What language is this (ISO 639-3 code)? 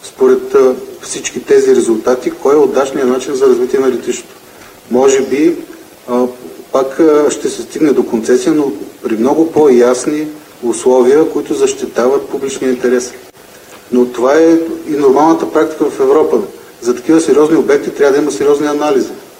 bul